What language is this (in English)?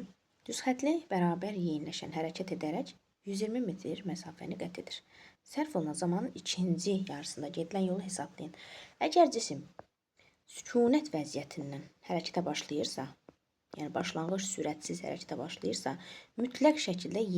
Azerbaijani